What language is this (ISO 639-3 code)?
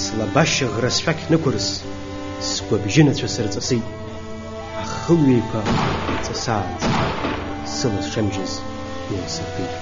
abk